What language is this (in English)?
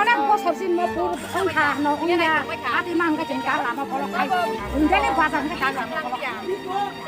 Kok Borok